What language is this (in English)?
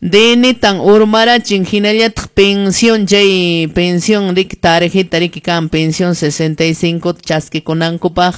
Quechua